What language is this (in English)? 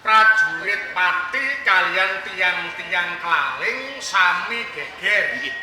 Javanese